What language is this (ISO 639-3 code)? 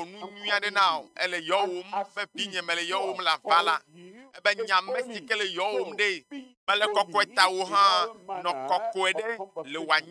ewe